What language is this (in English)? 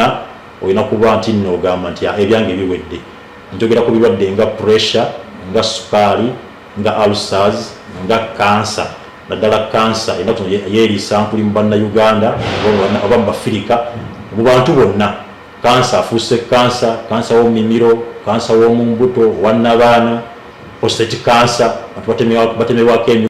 Ganda